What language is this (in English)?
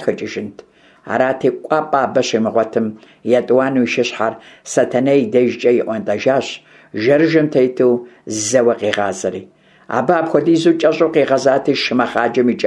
Kabardian